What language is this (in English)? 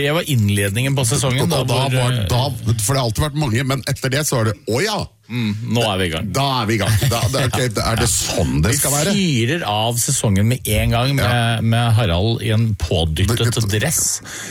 Norwegian